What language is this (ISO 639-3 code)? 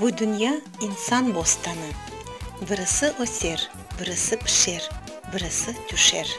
crh